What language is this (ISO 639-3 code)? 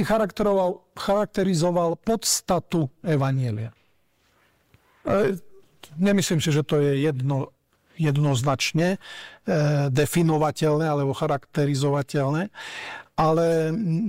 slk